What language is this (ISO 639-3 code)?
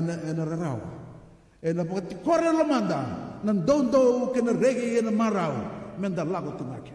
fij